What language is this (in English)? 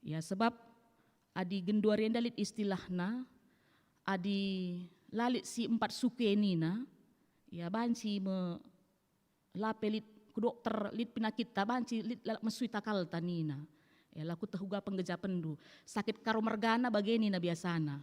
Batak Karo